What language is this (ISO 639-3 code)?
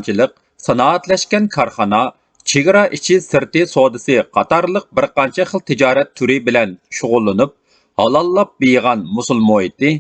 uig